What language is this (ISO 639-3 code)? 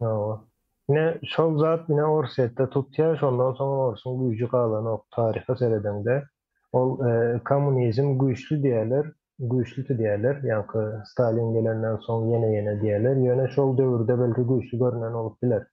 tuk